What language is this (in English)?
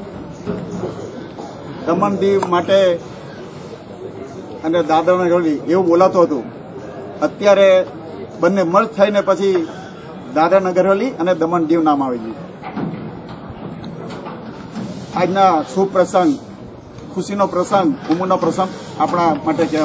Gujarati